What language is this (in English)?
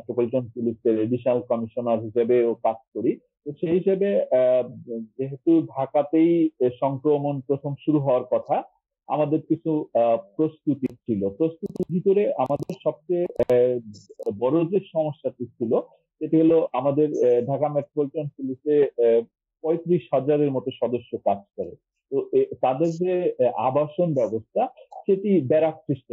Bangla